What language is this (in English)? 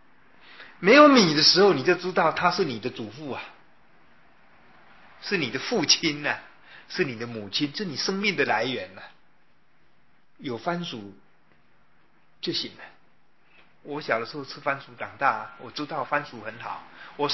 Chinese